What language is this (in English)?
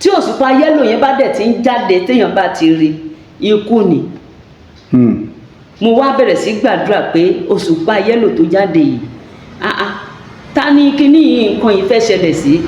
Yoruba